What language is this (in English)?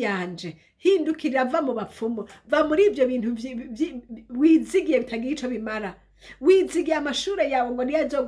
Rundi